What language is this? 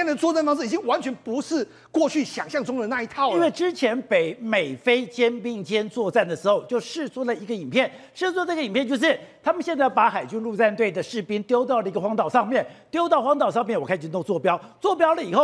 Chinese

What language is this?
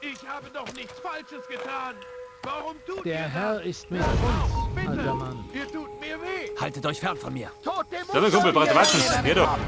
Bavarian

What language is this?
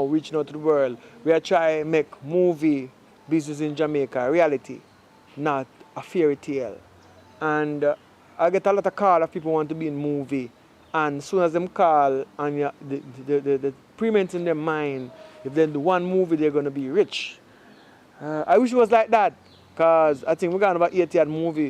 Jamaican Creole English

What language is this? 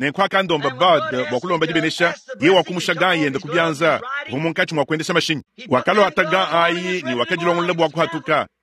Luba-Lulua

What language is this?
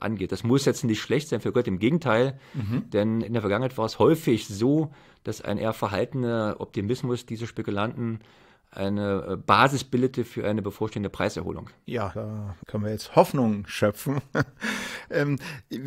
German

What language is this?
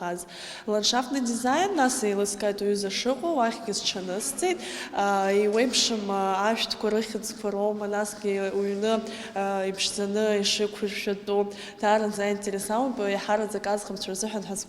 Abkhazian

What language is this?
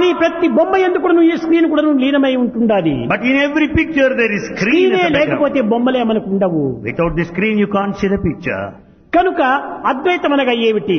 Telugu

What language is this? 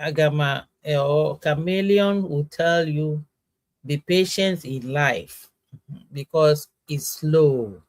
Ewe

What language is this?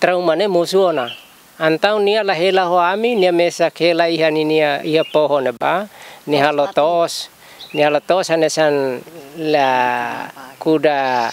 Tetum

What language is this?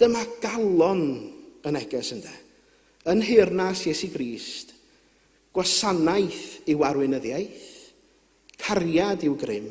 Welsh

